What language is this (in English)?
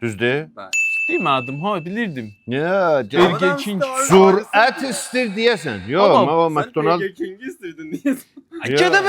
South Azerbaijani